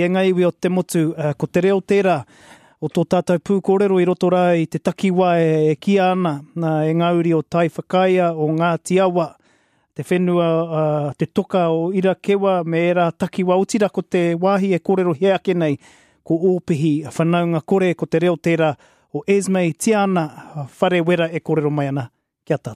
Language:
Māori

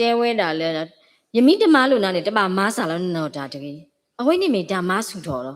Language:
S'gaw Karen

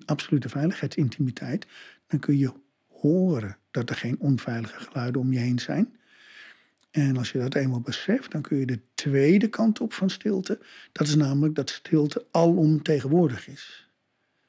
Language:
Dutch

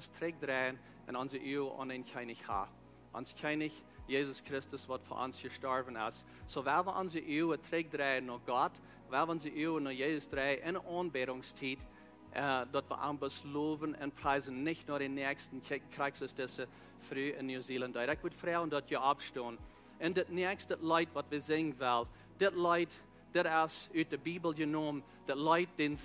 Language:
Plautdietsch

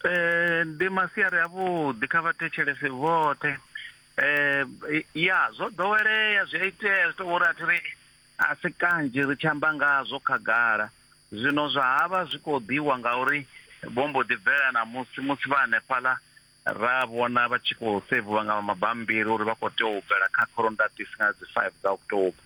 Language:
Venda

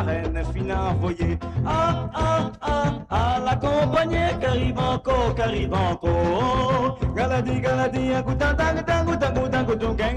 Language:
Morisyen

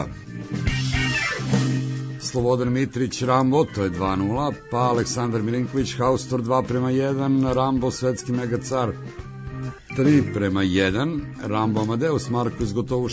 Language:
Serbian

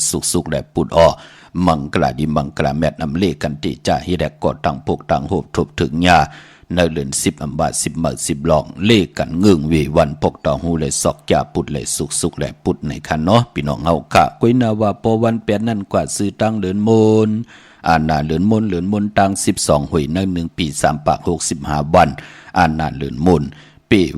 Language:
Shan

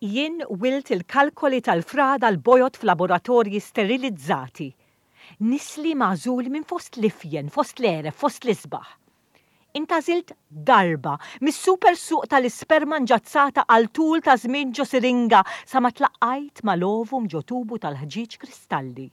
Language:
Maltese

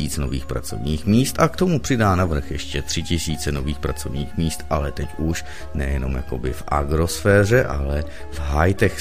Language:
Czech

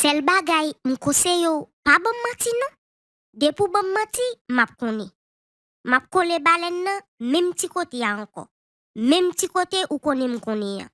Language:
Haitian Creole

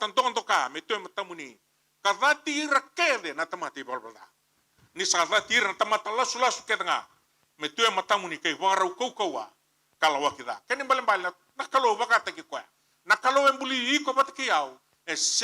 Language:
Fijian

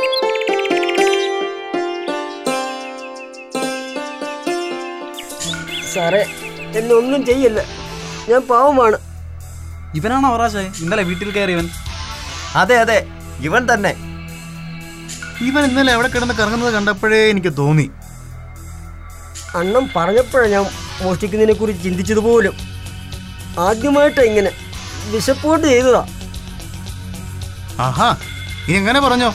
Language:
Malayalam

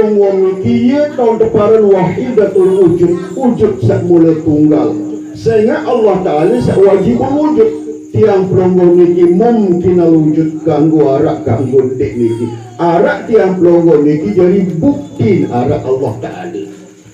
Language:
Sasak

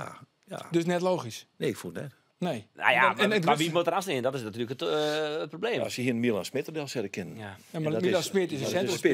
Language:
Western Frisian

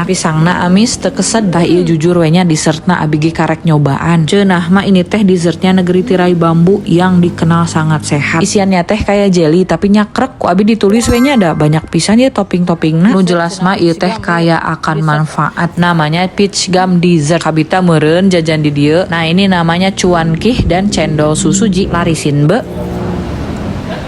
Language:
Sundanese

